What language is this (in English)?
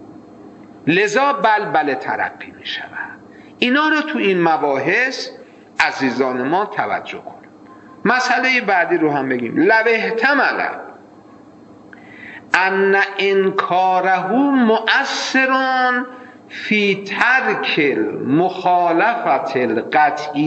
Persian